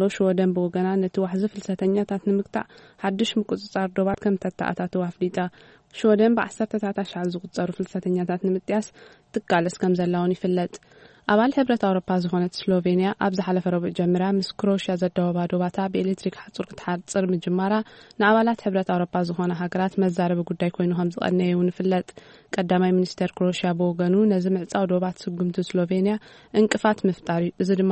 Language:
Tigrinya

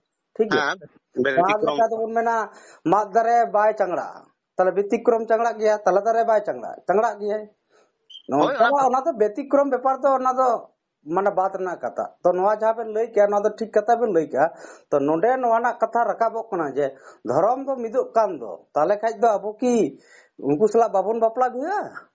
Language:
Santali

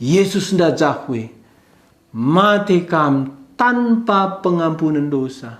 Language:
Batak Karo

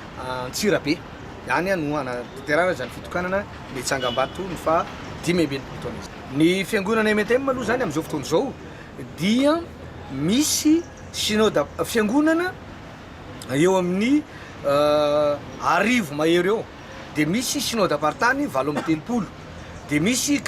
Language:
Malagasy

